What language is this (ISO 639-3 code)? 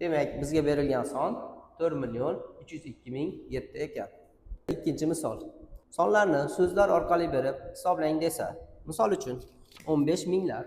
uzb